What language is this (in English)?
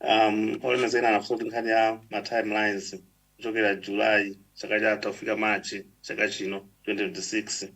Nyanja